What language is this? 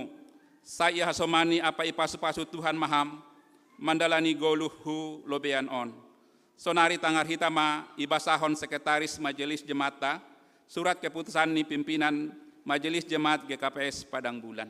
Batak Simalungun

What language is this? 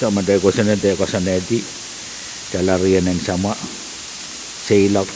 Pohnpeian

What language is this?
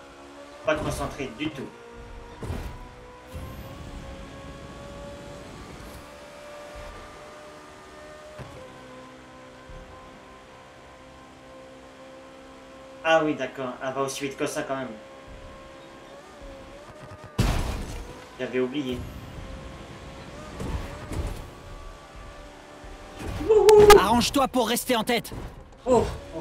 French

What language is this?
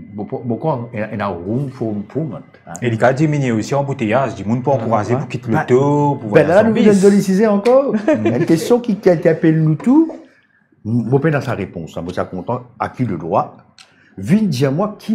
Morisyen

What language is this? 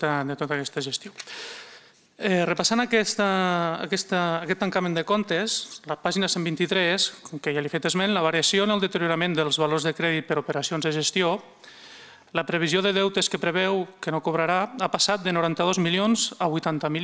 Catalan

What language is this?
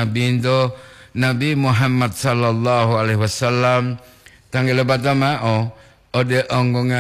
Gorontalo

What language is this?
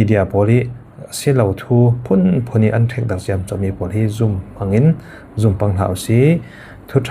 Falam Chin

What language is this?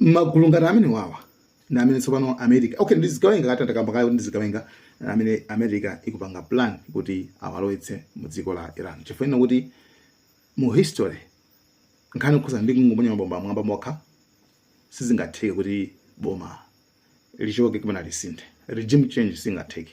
Nyanja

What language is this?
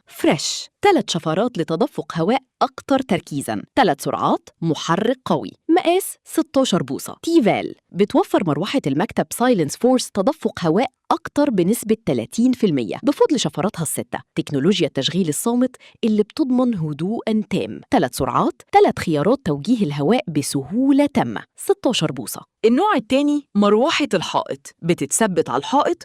Egyptian Arabic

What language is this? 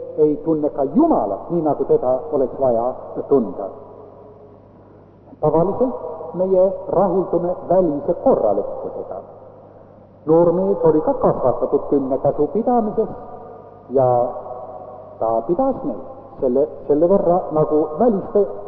Estonian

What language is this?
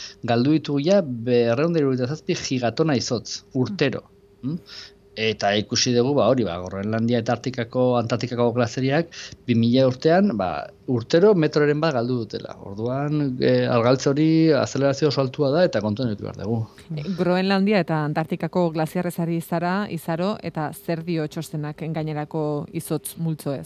Basque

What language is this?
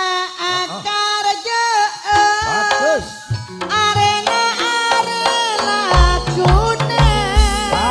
Madurese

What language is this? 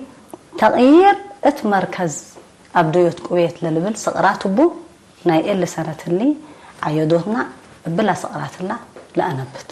Tigre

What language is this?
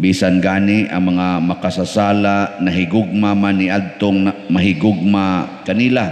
Cebuano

